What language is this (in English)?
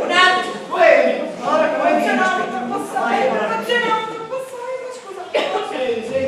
Sicilian